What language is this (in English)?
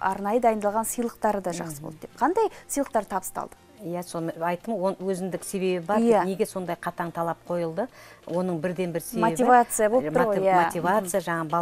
Kazakh